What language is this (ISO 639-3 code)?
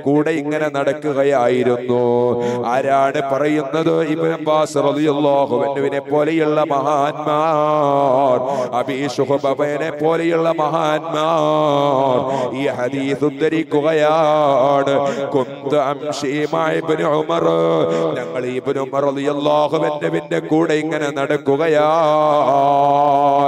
mal